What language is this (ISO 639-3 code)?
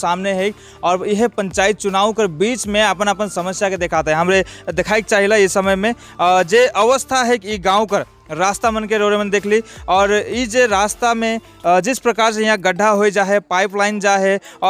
sck